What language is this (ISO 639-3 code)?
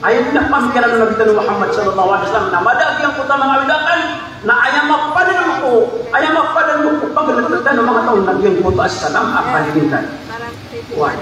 mrw